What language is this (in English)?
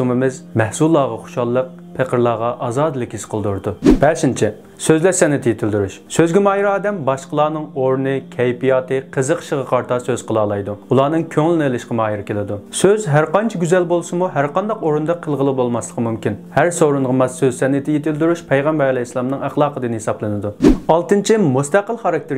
Uyghur